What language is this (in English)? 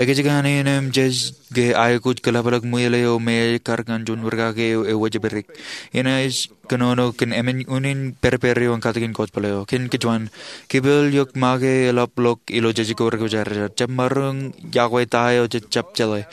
Marshallese